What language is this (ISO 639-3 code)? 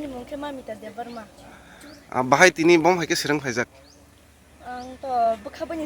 trp